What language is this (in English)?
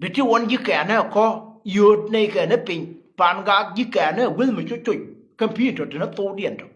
Nuer